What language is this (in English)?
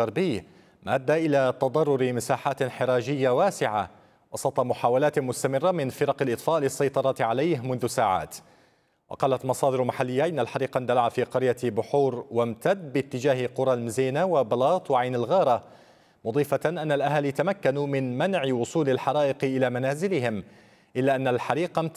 Arabic